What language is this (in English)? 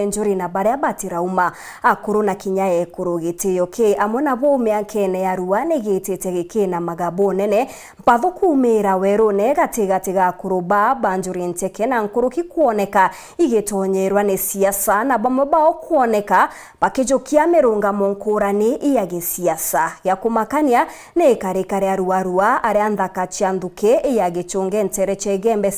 Meru